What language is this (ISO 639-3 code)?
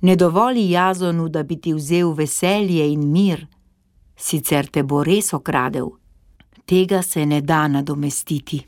slv